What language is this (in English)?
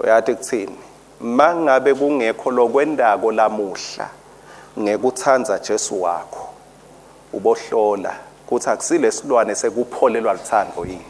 Swati